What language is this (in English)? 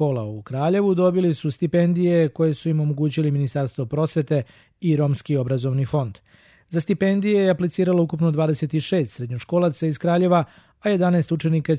Serbian